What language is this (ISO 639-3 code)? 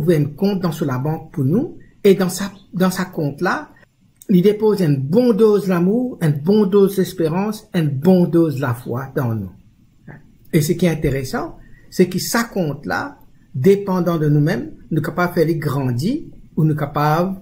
mfe